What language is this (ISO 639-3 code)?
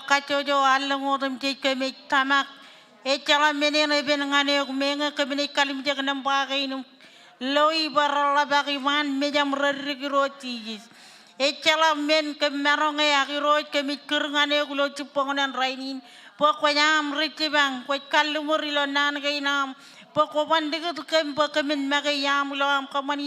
mah